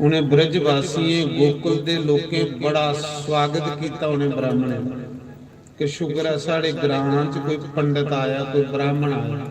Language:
Dogri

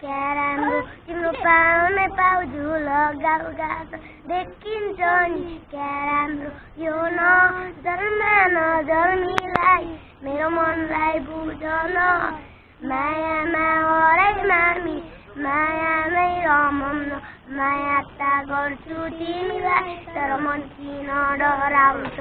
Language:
Nepali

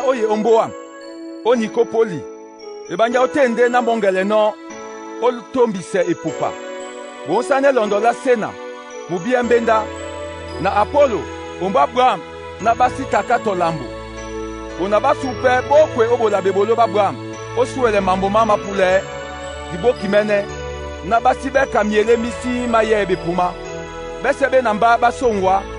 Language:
Duala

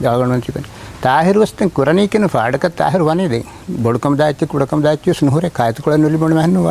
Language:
Divehi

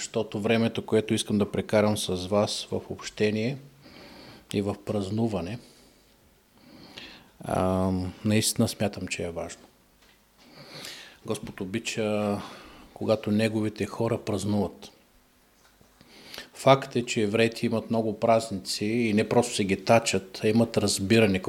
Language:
Bulgarian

